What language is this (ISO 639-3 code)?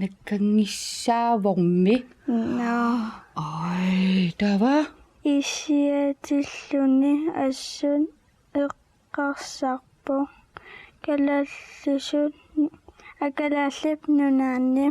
kal